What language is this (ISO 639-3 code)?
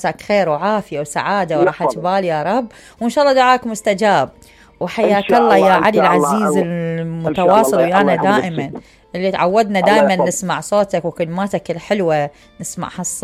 acm